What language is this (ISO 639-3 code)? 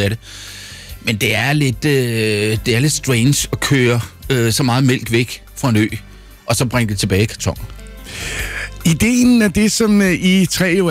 dan